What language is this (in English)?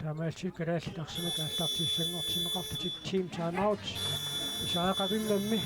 Kalaallisut